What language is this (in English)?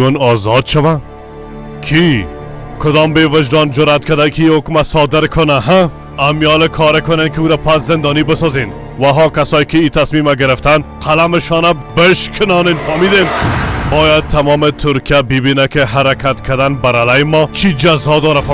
Persian